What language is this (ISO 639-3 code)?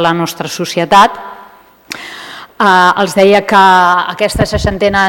cat